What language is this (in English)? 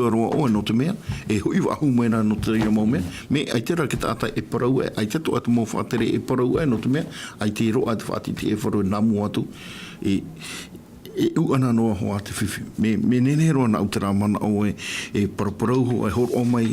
Tahitian